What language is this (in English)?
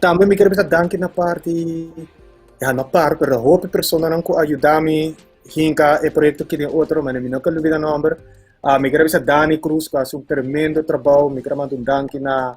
Papiamento